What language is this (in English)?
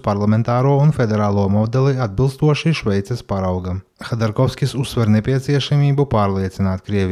Latvian